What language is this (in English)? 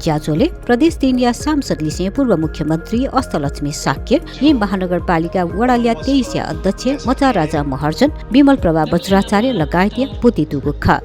Newari